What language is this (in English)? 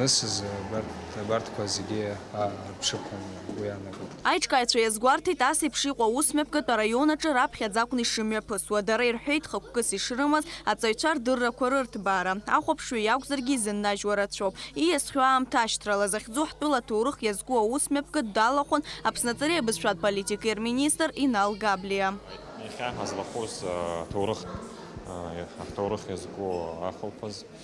Abkhazian